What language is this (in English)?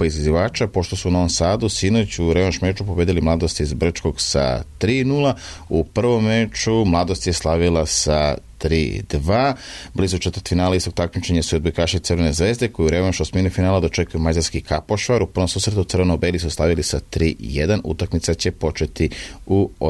Serbian